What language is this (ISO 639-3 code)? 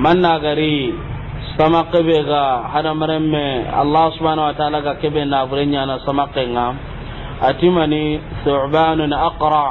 snk